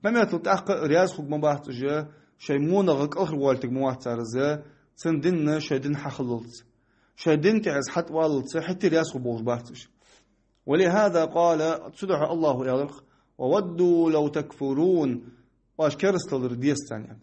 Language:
Ingush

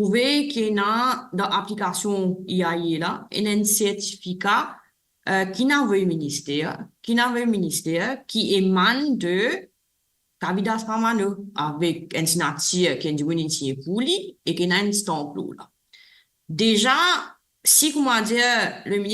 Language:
Morisyen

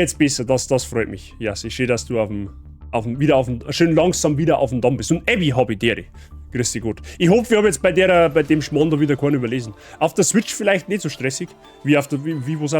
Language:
Bavarian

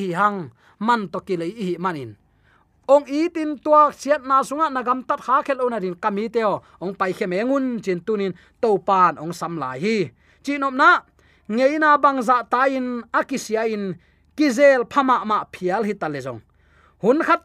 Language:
Tedim Chin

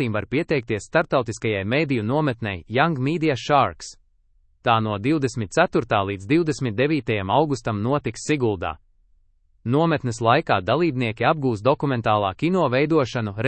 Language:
Latvian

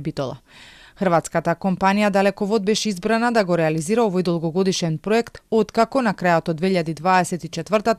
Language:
Macedonian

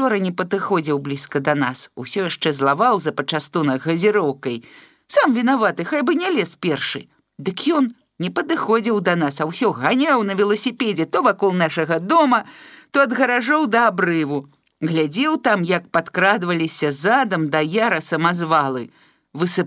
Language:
Belarusian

